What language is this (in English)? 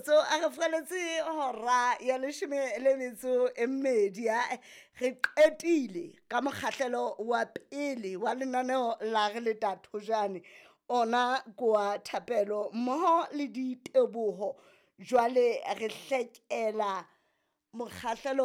Southern Sotho